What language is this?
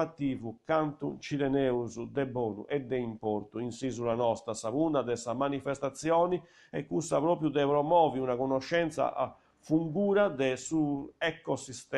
Sardinian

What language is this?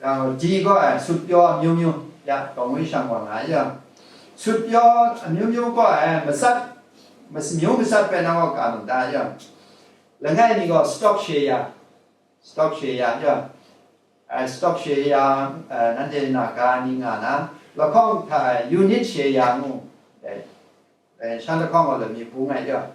Kachin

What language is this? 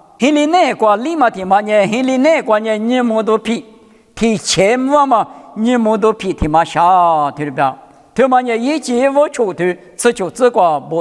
Lisu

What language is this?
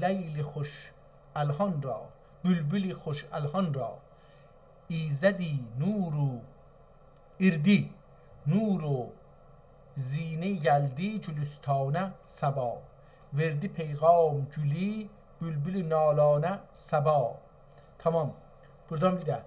South Azerbaijani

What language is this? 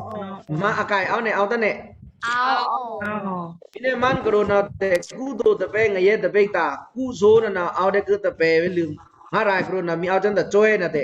Pa'o Karen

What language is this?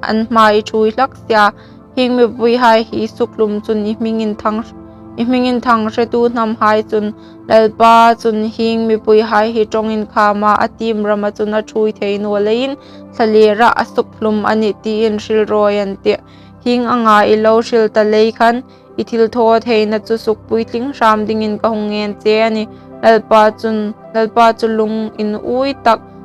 Hmar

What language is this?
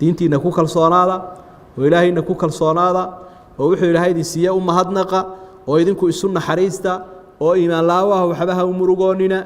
Somali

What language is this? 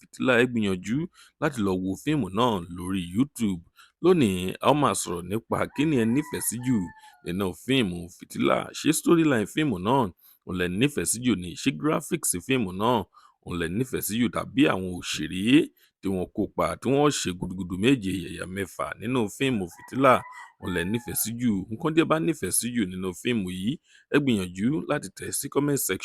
Yoruba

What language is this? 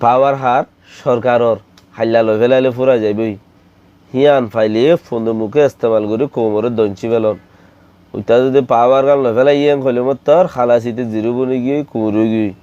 Rohingya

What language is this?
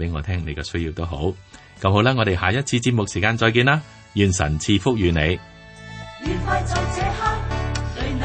Cantonese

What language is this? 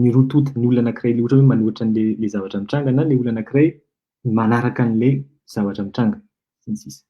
Malagasy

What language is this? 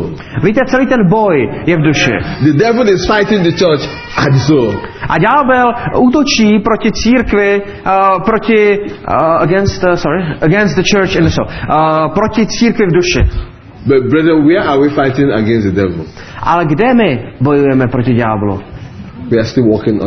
Czech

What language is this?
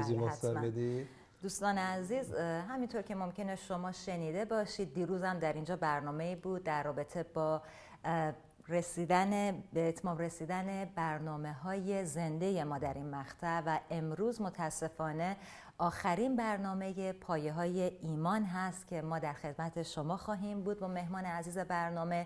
Persian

